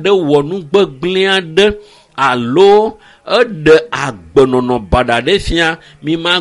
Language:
Ewe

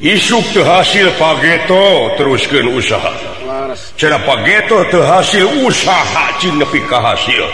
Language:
Sundanese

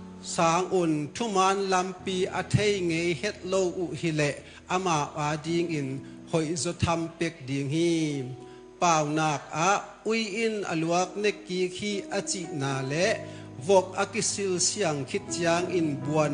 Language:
Tedim Chin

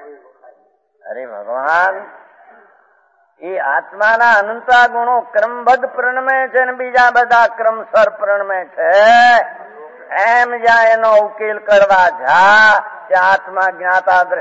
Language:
Gujarati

